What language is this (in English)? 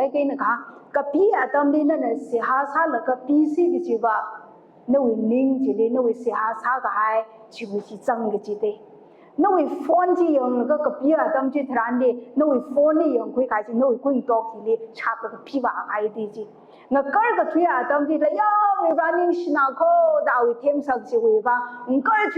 Tangkhul Naga (India)